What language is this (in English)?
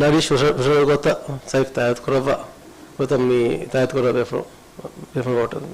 Divehi